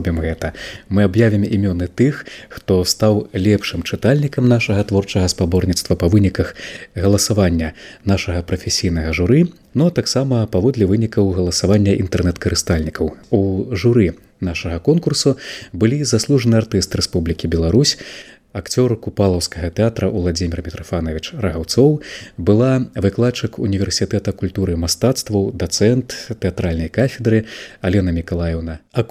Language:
Belarusian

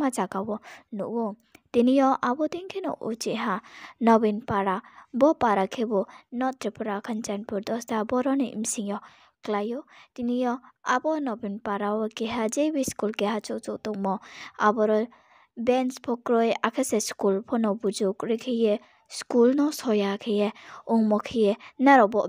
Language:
Riang (India)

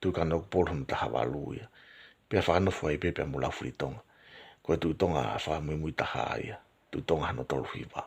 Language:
Tongan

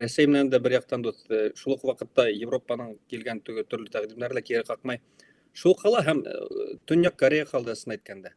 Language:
Bashkir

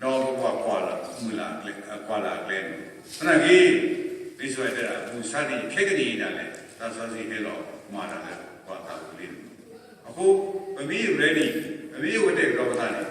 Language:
S'gaw Karen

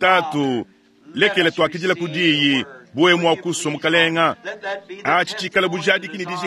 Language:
Luba-Lulua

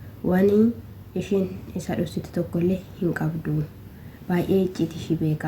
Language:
Oromo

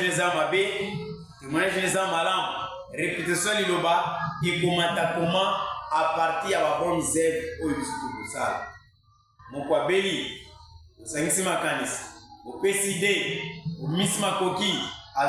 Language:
Lingala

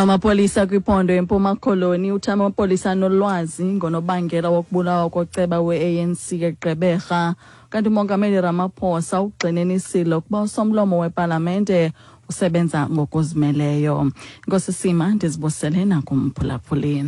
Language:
Xhosa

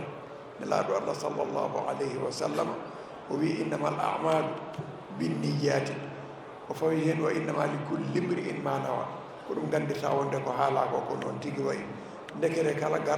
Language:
Fula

